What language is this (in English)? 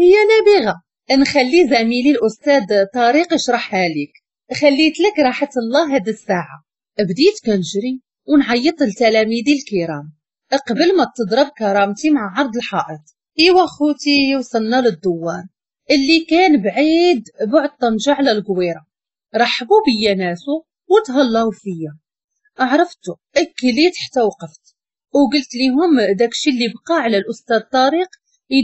Moroccan Arabic